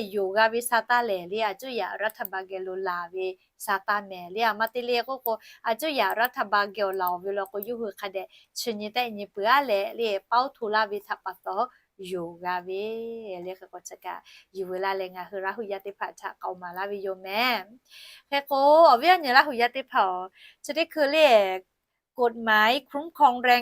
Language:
Lahu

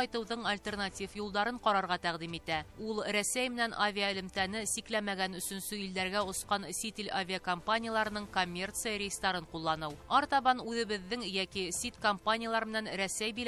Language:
Bashkir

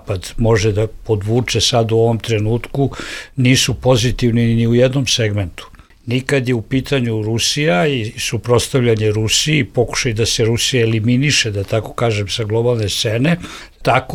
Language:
Bosnian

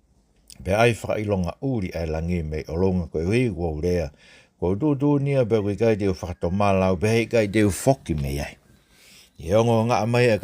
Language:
Tongan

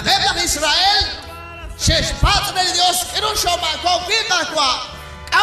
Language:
Kekchí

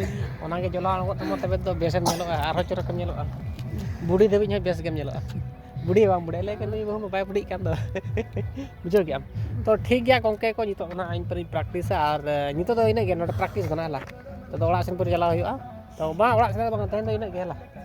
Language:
Santali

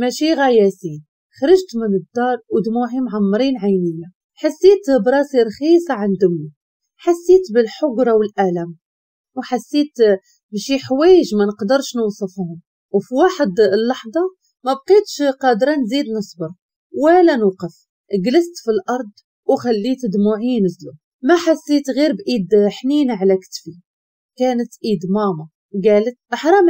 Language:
Moroccan Arabic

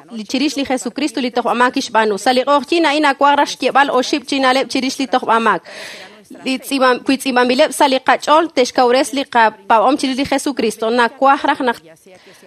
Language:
Kekchí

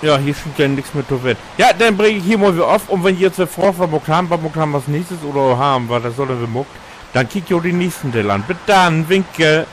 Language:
Low German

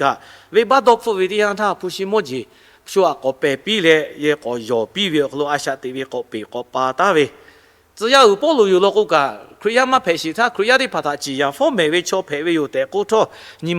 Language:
Lahu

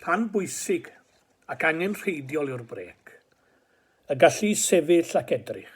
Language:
Welsh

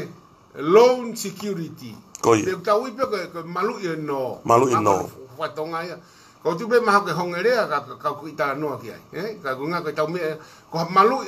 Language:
Tongan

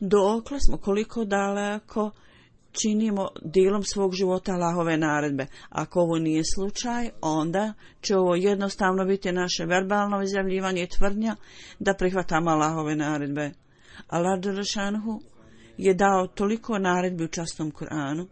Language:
Bosnian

